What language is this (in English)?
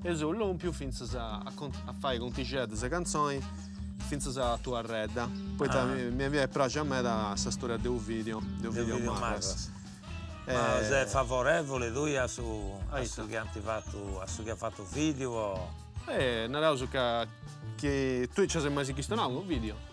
Sardinian